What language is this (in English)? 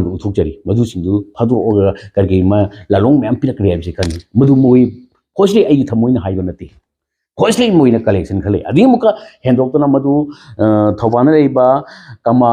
Manipuri